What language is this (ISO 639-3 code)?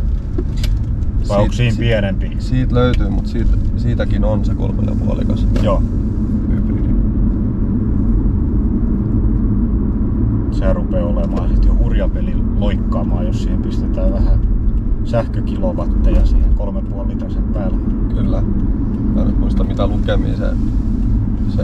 fin